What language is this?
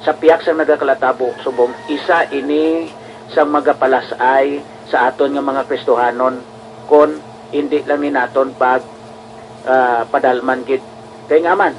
Hiligaynon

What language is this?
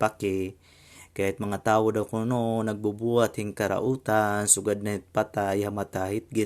Waray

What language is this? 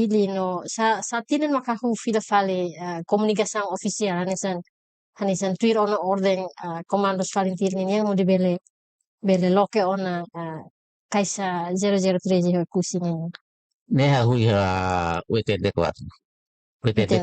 Tetum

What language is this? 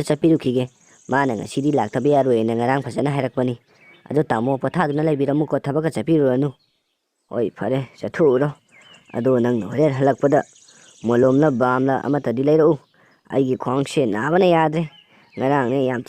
Manipuri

